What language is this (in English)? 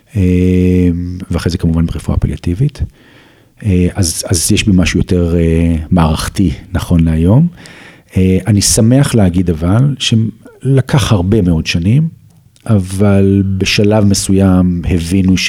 Hebrew